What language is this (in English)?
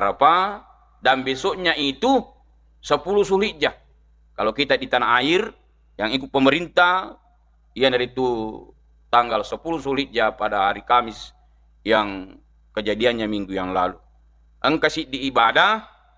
Buginese